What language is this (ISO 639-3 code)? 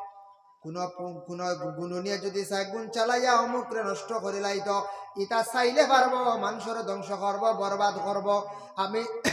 syl